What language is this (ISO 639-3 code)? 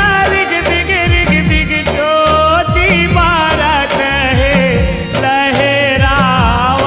hne